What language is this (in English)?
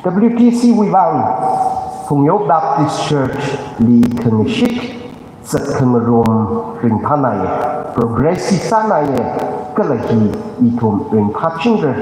Tangkhul Naga (India)